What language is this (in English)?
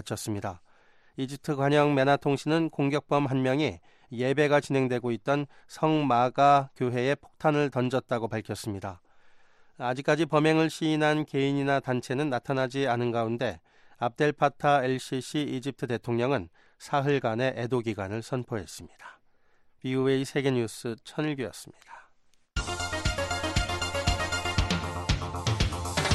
Korean